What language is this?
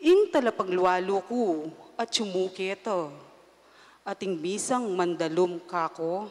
Pampanga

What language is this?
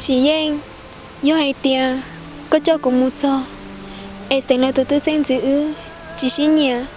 Hmong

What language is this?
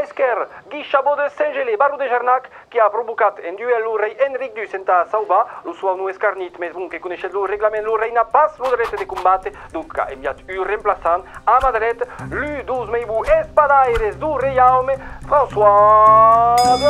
Occitan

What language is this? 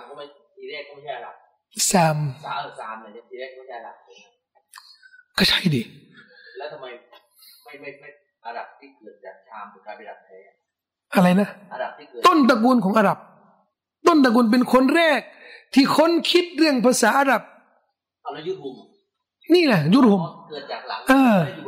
Thai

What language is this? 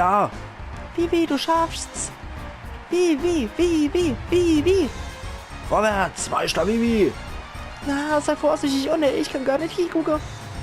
Palatine German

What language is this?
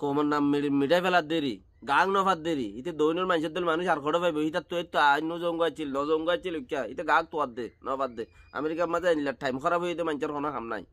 Rohingya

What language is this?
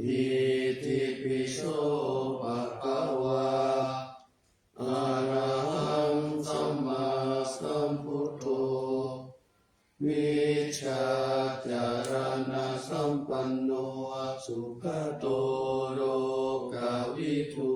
Pali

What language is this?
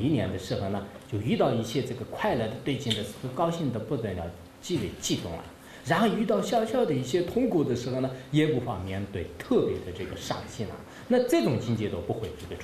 Chinese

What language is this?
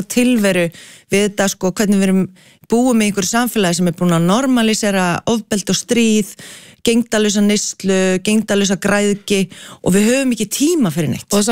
Icelandic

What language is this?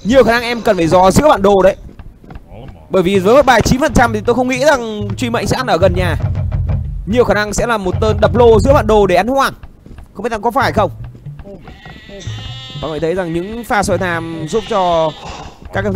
Vietnamese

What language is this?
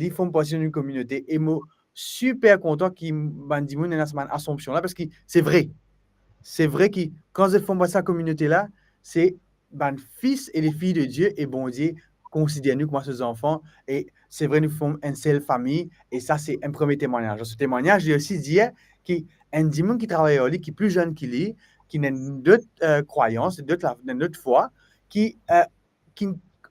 Morisyen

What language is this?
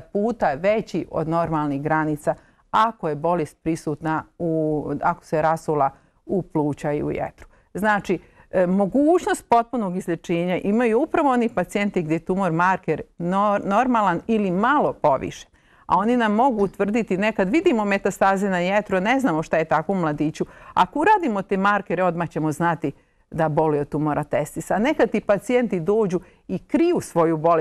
Bosnian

